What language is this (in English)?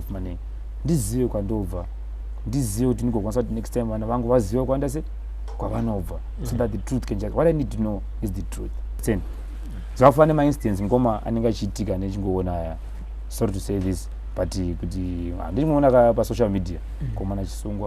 Shona